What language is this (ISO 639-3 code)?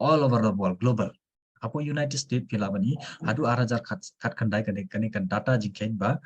kha